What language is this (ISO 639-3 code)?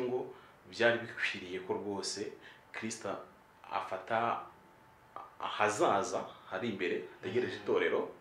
kin